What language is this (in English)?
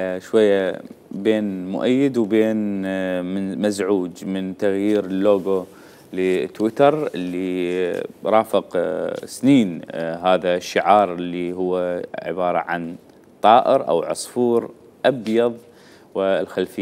Mesopotamian Arabic